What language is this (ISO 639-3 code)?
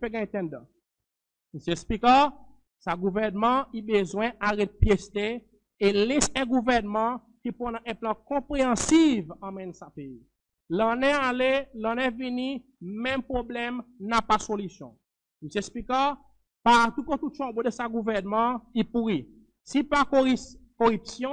crs